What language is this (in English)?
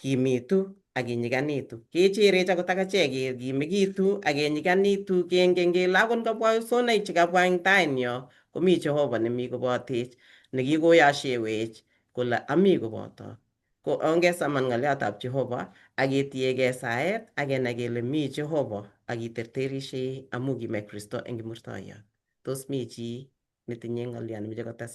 Kalenjin